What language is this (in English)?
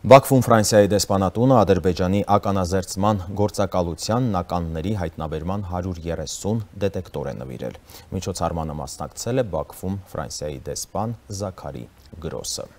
Armenian